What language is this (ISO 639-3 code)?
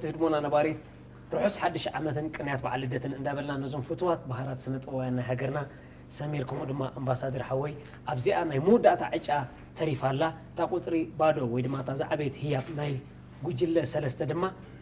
tir